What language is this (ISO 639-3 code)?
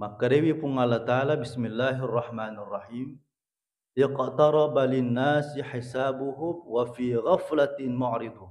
bug